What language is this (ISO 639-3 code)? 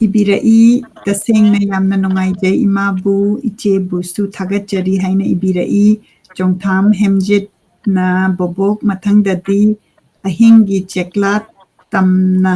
mni